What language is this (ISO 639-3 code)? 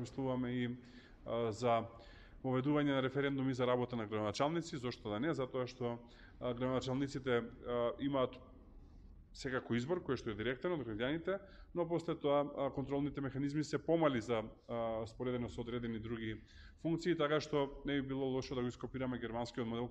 mkd